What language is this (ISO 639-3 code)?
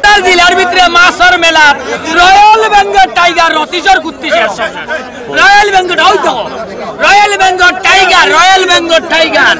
syl